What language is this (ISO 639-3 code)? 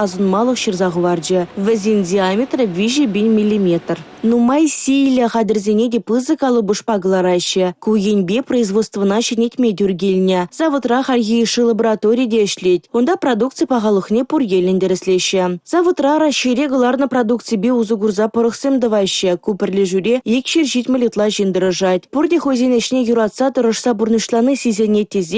chv